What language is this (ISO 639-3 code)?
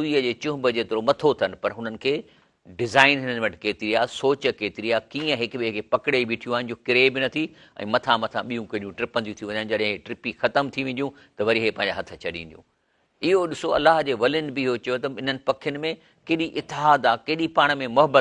snd